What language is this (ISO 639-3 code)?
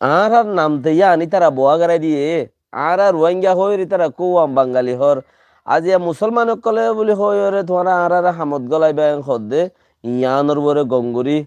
rhg